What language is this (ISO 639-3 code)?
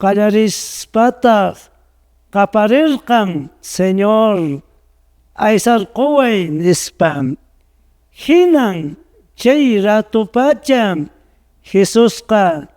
que